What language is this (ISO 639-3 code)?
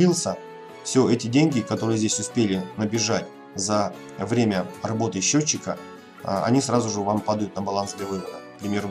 rus